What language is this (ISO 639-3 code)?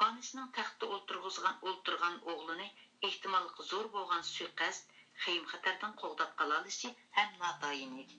uig